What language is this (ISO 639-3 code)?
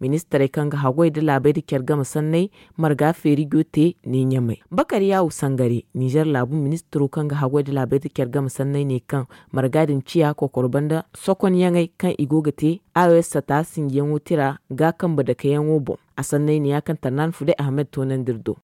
dje